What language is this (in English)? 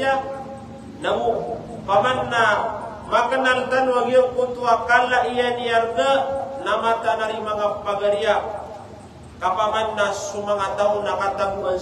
Maranao